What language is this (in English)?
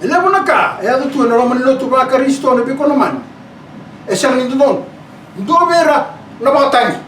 Fijian